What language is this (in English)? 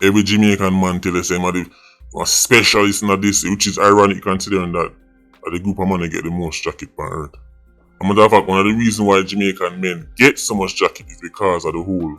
Jamaican Creole English